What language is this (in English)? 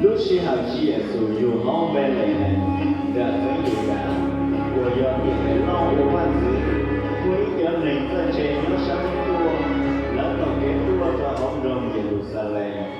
Hmong